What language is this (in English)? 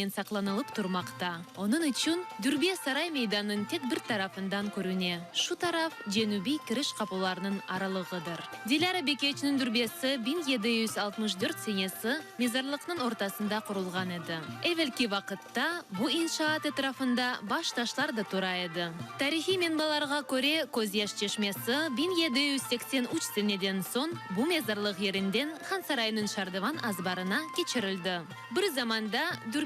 Crimean Tatar